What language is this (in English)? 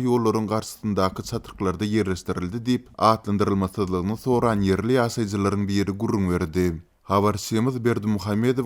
Turkmen